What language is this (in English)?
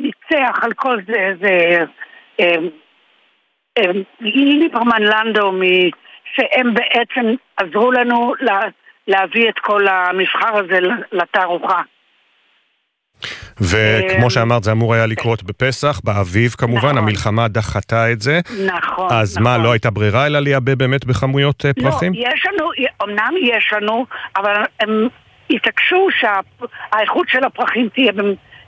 Hebrew